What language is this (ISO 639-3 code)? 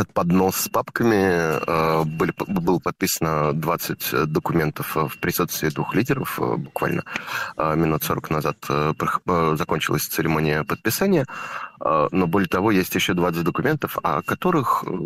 rus